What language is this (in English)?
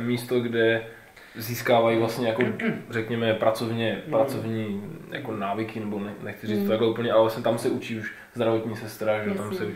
Czech